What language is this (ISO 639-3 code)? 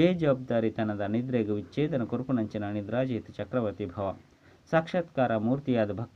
tcy